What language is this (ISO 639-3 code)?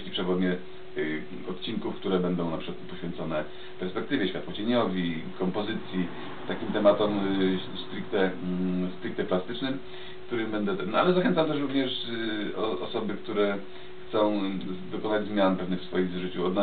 pol